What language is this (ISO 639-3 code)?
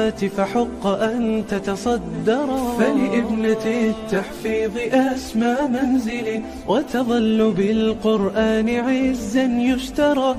ara